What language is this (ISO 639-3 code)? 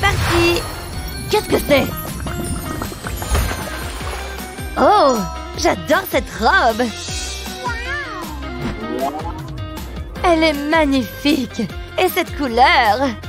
fra